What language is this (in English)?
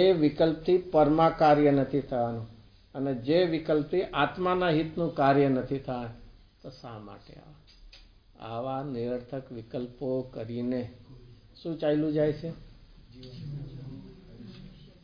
Gujarati